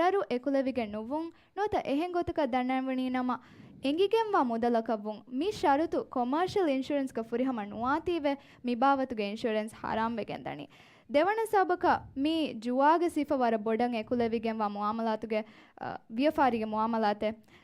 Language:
Divehi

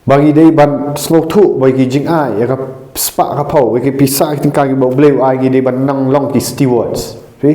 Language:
Khasi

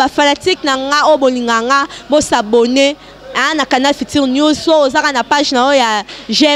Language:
Lingala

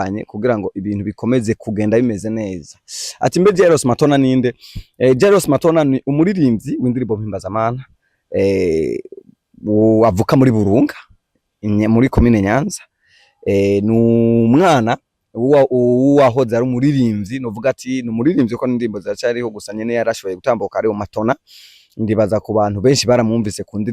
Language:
Rundi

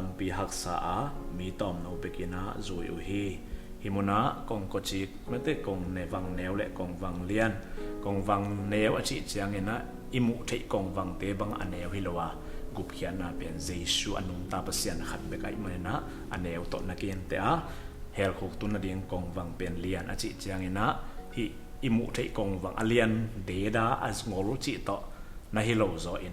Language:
Tedim Chin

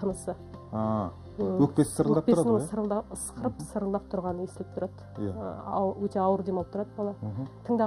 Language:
Kazakh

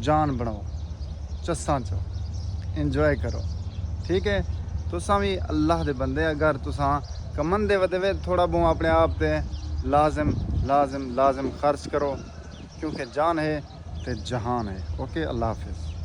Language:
Saraiki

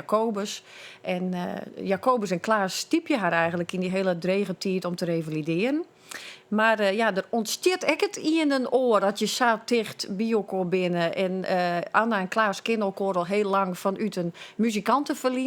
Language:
Western Frisian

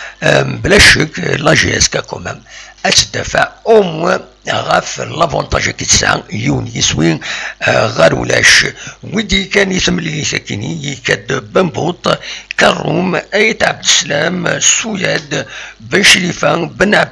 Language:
Kabyle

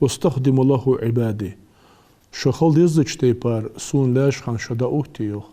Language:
Ingush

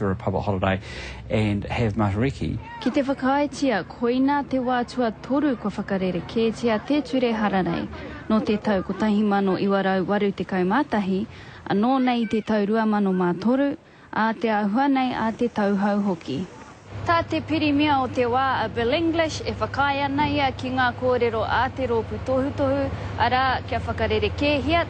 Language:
Māori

